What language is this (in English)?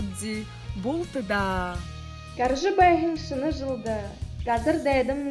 Buriat